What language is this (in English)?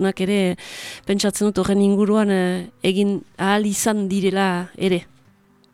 Basque